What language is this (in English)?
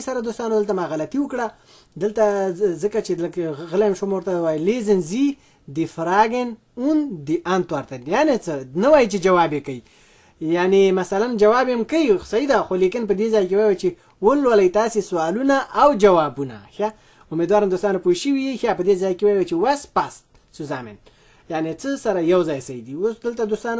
Pashto